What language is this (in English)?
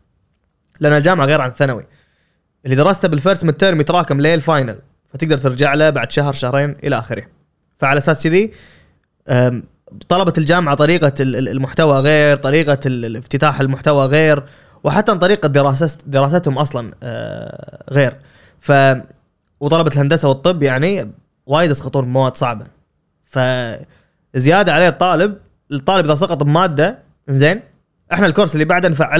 Gulf Arabic